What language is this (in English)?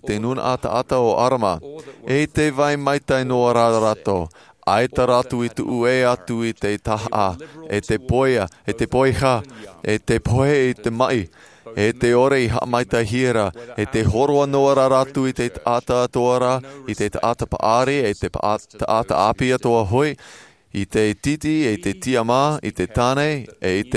Tahitian